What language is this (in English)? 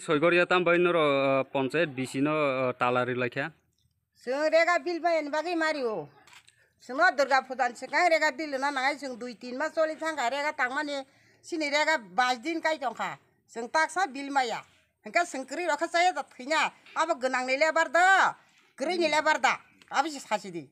Kok Borok